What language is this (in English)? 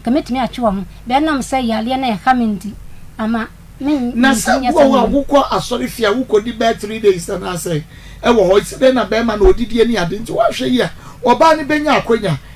Akan